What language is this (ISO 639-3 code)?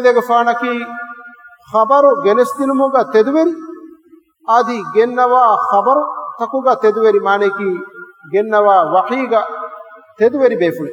div